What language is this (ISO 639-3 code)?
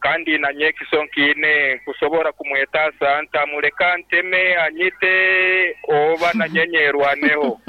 nyn